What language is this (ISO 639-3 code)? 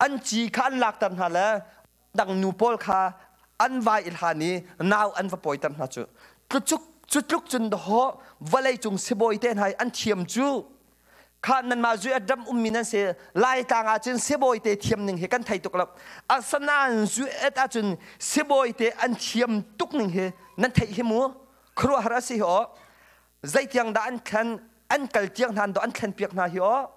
cnh